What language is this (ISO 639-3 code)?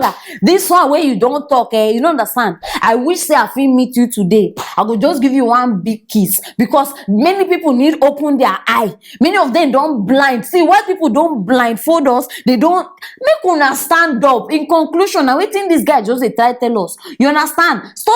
pcm